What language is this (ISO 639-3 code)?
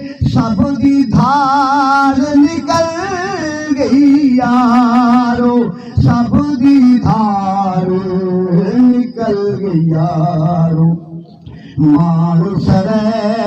skr